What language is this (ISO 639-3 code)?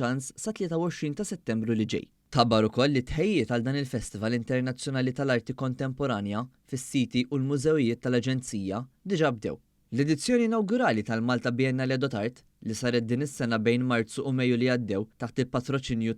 mlt